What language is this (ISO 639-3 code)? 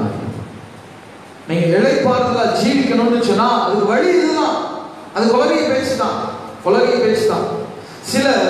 tam